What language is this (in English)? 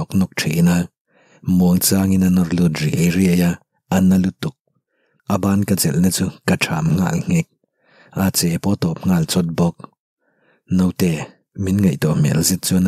Mizo